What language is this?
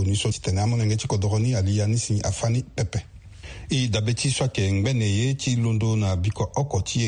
Sango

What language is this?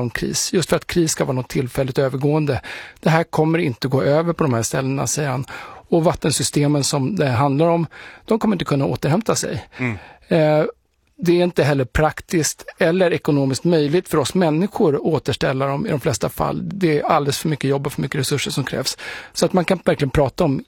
Swedish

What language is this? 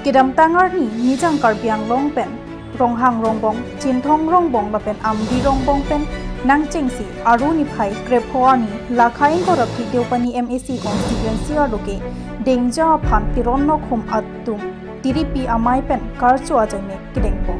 Karbi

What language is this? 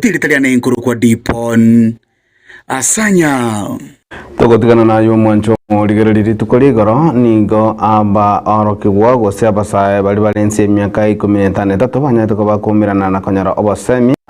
Gusii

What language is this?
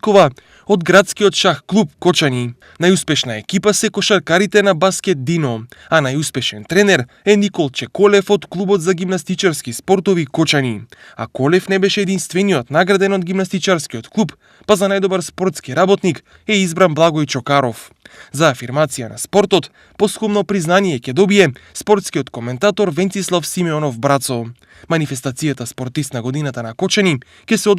Macedonian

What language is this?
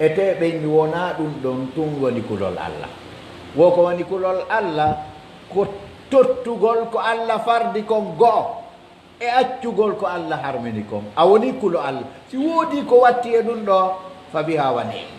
Pular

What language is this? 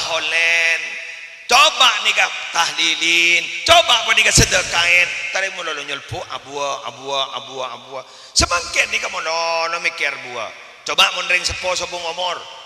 Madurese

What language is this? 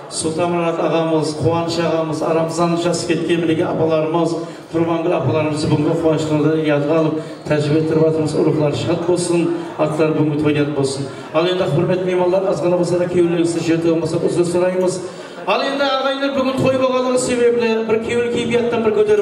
Kara-Kalpak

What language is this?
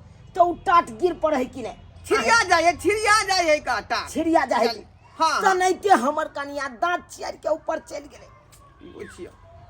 Maithili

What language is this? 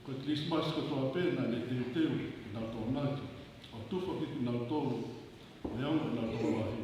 Tongan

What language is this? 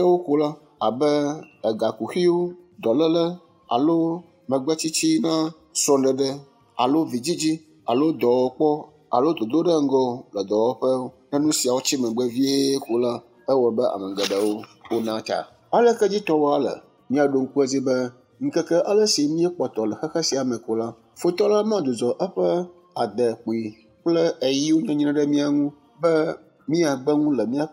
Ewe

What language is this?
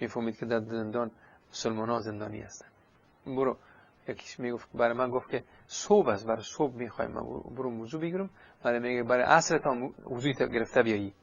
Persian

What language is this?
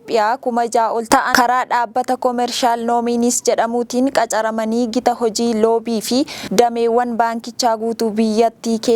Oromo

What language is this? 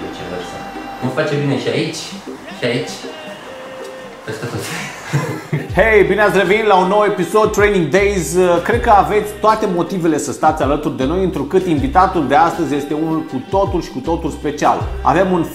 Romanian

